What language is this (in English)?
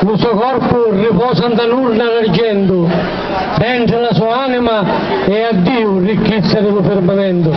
Sicilian